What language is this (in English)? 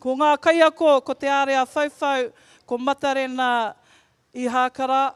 Māori